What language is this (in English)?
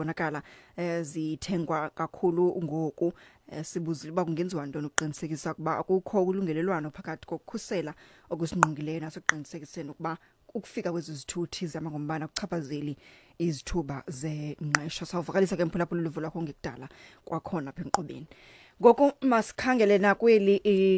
Xhosa